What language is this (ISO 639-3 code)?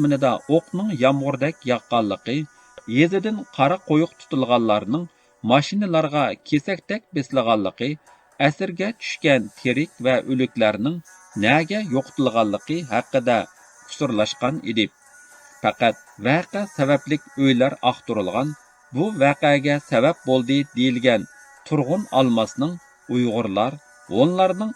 uig